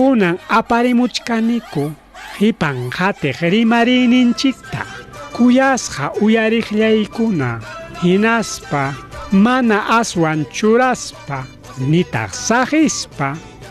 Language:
Ayacucho Quechua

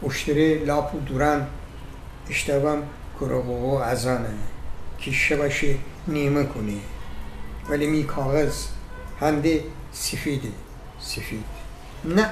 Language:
Gilaki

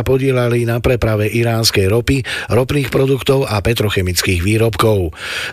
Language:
Slovak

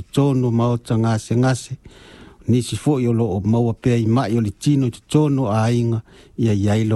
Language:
Samoan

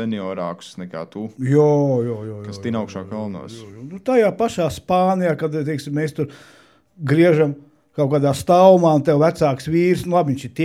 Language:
Latvian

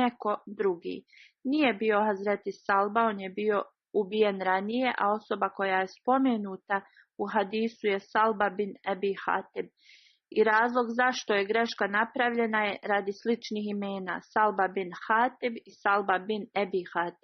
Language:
Bosnian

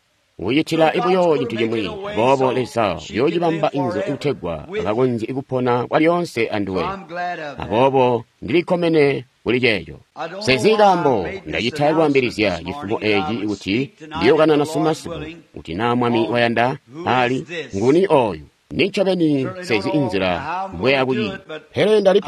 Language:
Tonga (Zambia)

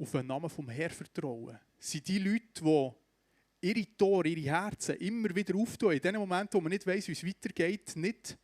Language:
Swiss German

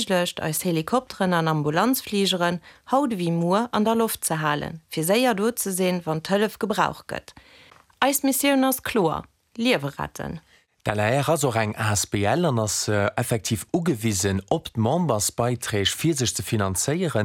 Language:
Luxembourgish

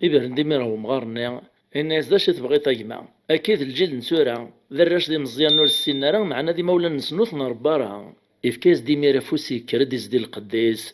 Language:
Kabyle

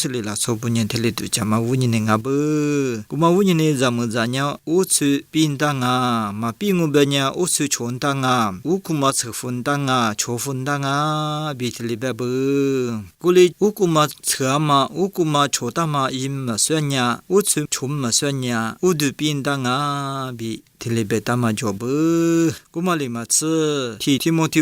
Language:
Lisu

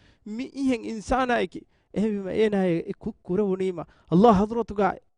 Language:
Divehi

